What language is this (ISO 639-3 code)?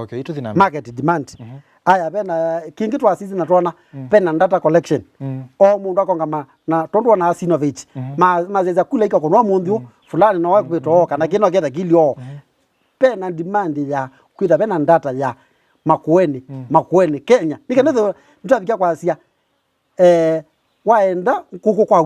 kam